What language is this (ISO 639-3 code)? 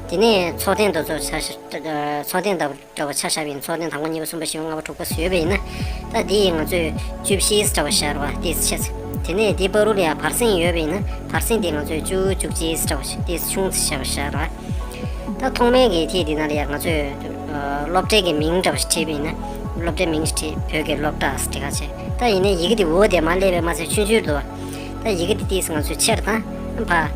bod